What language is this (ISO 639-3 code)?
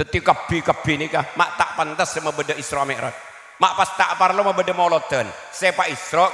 mad